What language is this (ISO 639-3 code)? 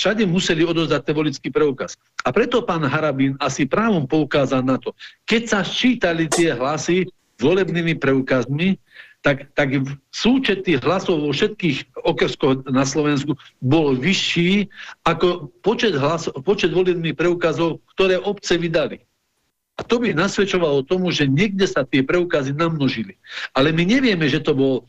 slk